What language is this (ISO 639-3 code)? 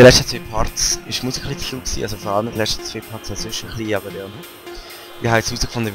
gsw